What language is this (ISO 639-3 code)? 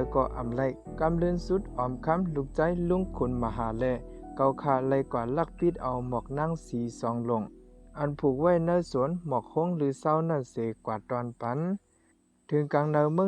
shn